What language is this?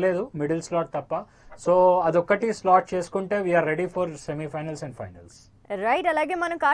Telugu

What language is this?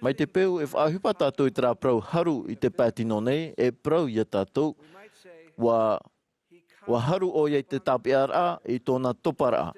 Tahitian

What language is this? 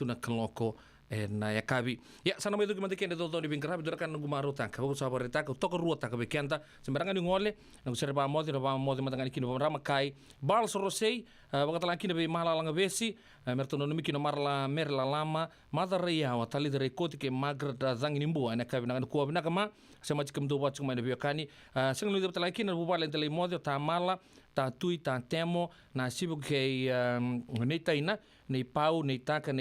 Fijian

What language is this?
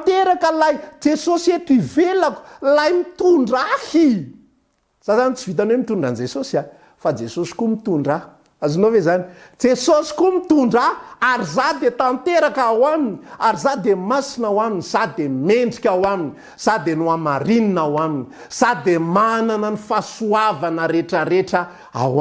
Malagasy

